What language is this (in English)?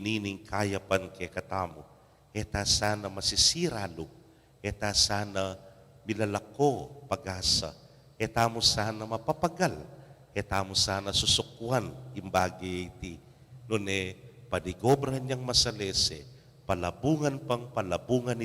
Pampanga